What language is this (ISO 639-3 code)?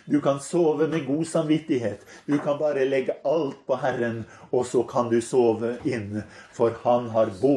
nor